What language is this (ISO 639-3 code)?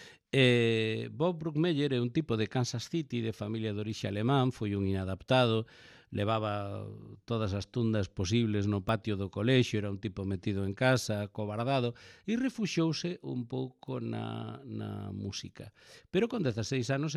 glg